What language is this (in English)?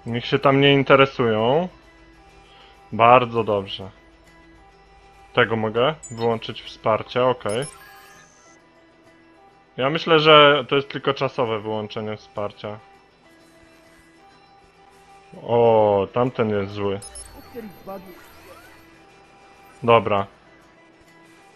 Polish